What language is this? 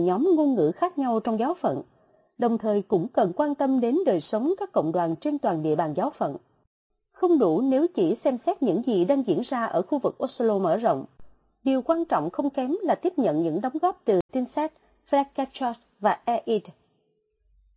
Vietnamese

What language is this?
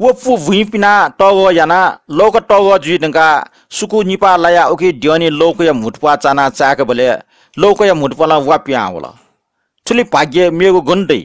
Newari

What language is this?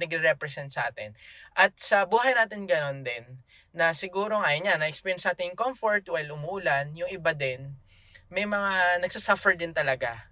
Filipino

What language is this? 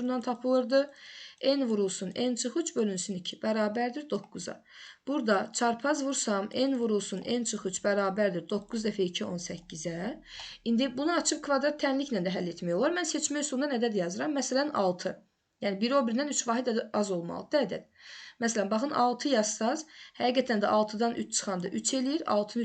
Azerbaijani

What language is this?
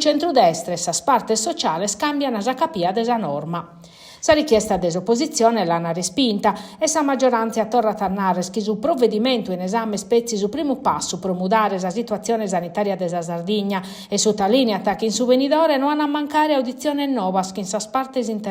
Sardinian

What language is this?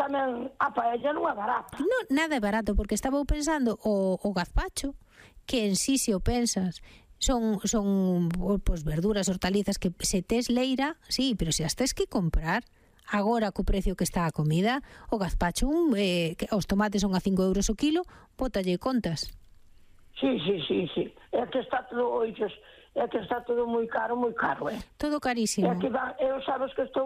Galician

